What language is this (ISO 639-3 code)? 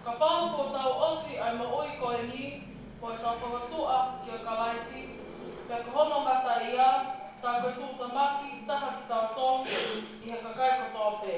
ton